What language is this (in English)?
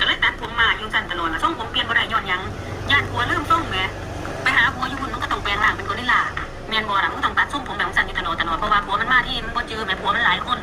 Northeastern Thai